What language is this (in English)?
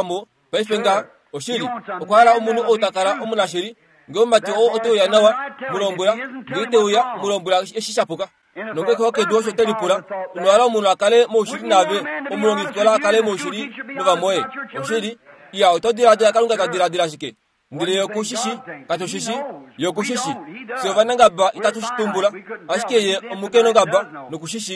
Kuanyama